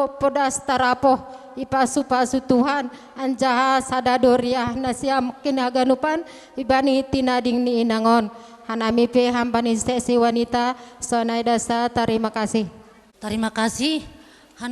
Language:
Batak Simalungun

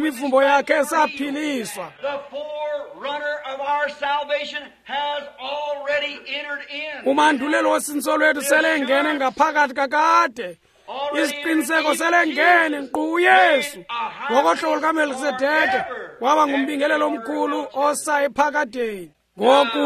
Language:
Xhosa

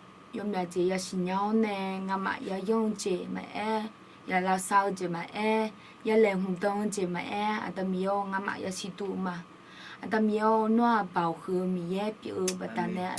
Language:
Akha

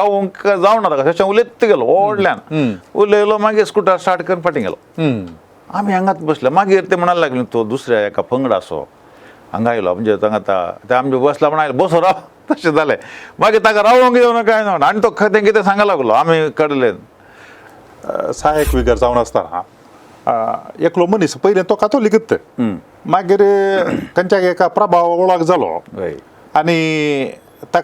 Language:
Konkani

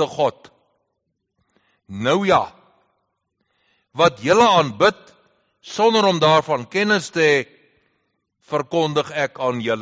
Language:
Afrikaans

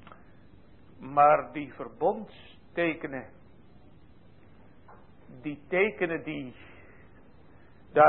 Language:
Dutch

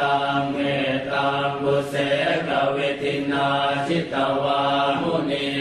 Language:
Pali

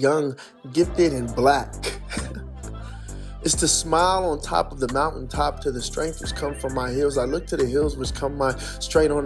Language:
English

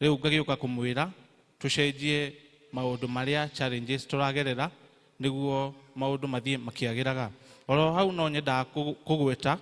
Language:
Kikuyu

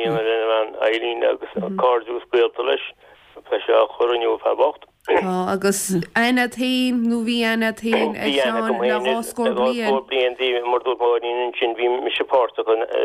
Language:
Irish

